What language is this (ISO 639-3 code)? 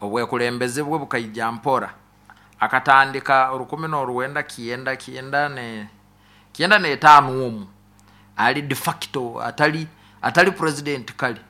nyo